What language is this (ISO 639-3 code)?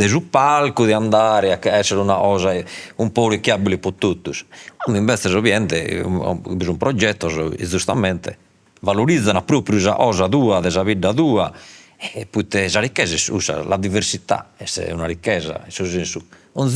srd